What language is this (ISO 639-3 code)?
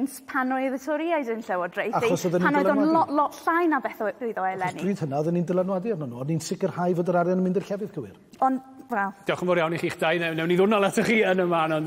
cym